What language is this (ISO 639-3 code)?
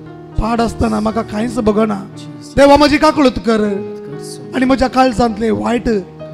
kok